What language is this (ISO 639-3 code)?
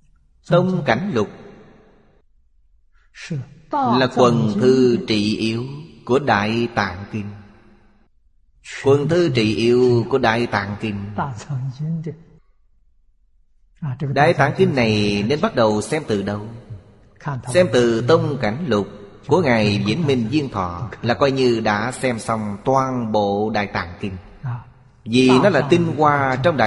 vie